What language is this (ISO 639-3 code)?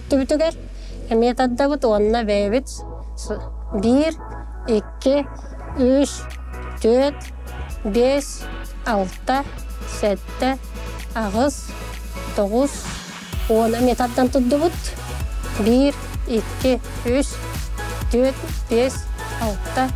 sah